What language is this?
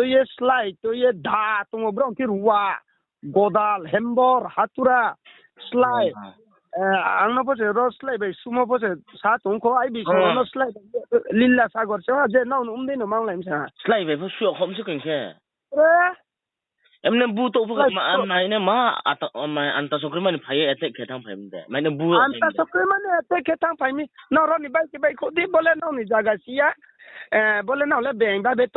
Riang (India)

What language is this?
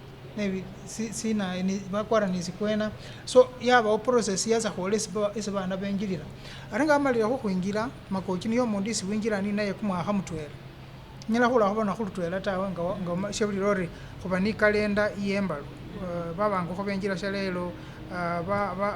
Masaaba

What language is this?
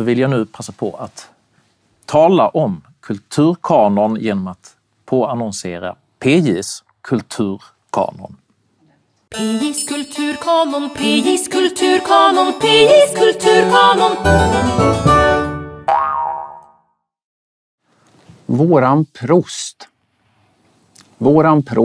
Swedish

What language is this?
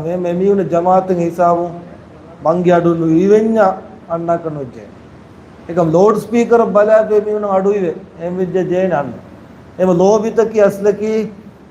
Divehi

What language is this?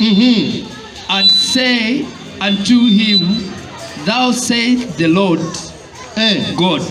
Nyanja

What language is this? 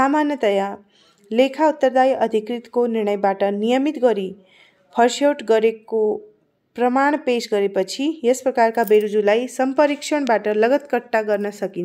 Nepali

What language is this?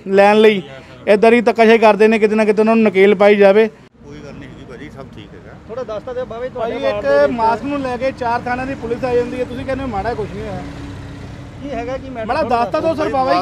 Punjabi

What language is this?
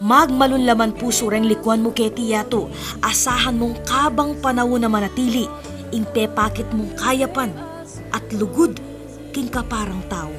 Pampanga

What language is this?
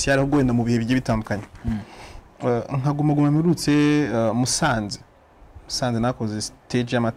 Kinyarwanda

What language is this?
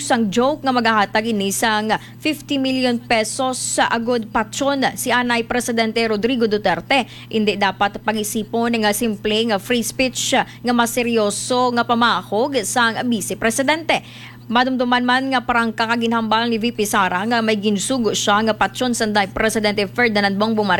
Hiligaynon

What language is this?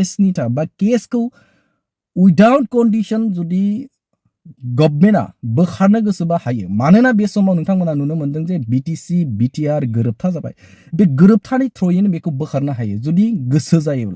Bodo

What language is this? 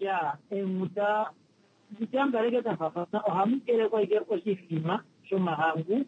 Kuanyama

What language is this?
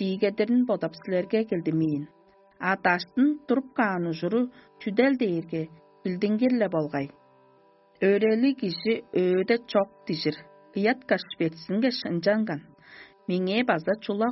Tuvinian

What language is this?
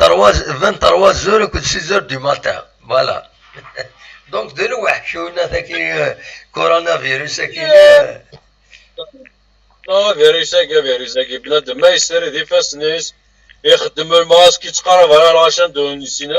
Kabyle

